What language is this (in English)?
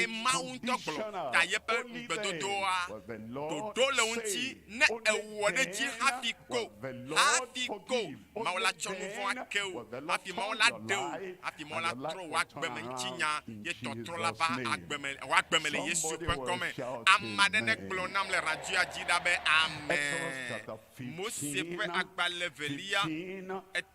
Ewe